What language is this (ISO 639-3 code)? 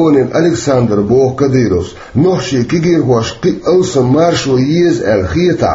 che